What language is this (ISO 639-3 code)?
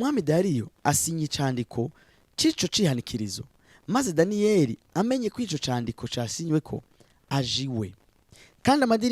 run